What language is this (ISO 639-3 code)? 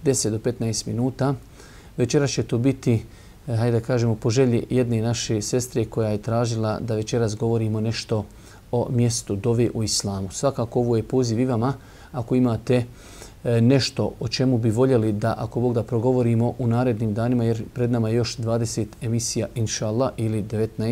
bos